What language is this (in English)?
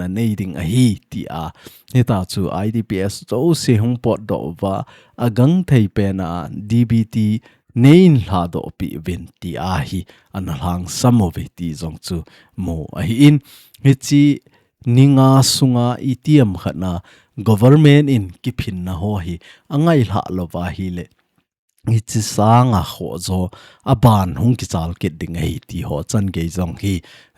Thado Chin